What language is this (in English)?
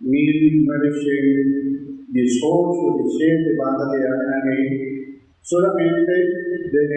Papiamento